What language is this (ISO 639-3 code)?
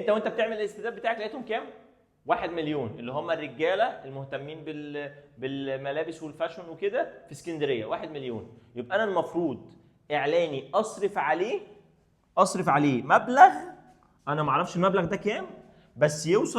arz